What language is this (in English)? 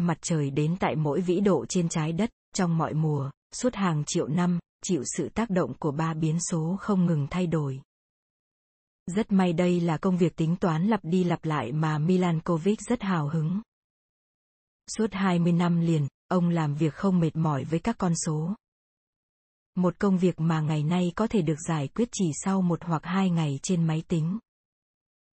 Vietnamese